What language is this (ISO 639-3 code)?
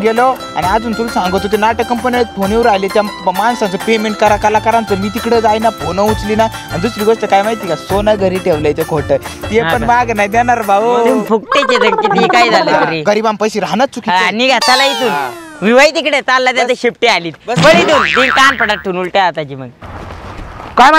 mar